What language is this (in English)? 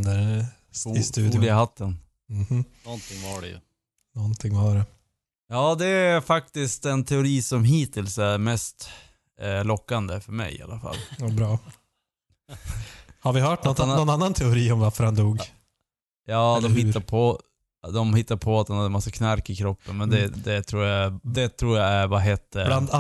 Swedish